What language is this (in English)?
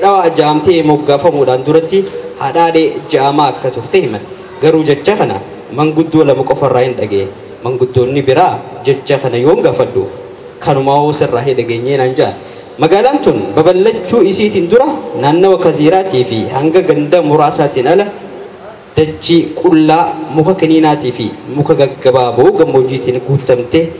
Oromo